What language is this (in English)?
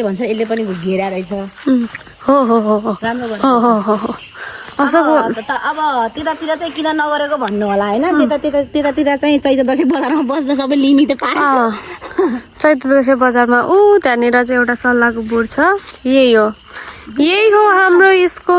Nepali